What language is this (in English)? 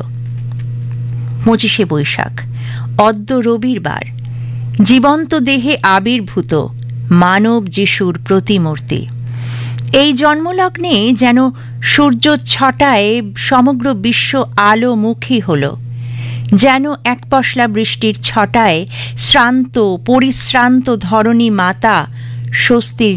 Bangla